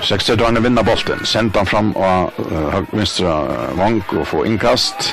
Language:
Faroese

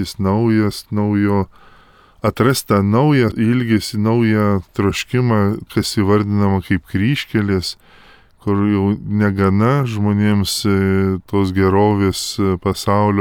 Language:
Lithuanian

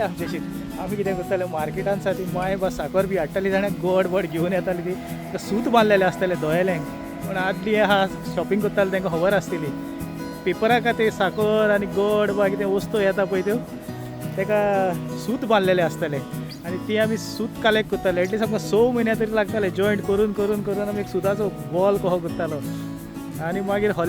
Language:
Konkani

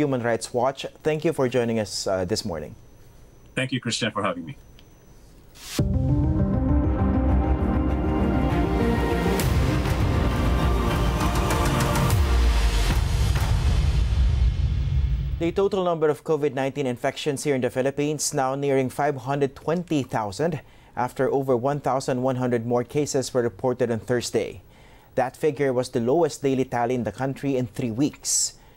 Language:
English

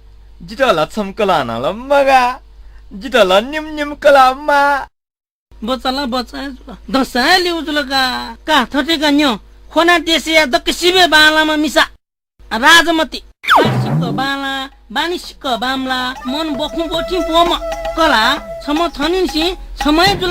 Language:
Newari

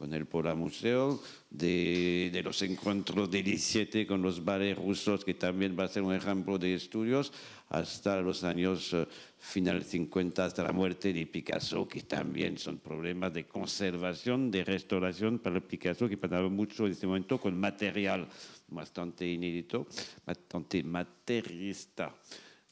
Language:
Catalan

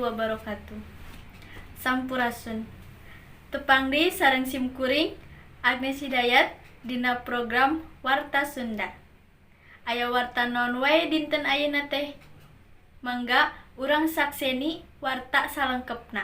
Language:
Sundanese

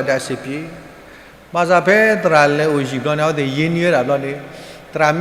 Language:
S'gaw Karen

